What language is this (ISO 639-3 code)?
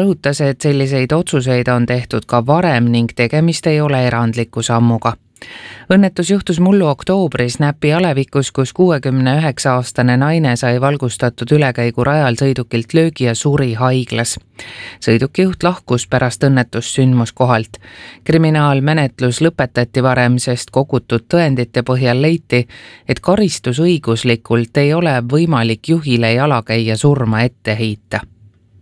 est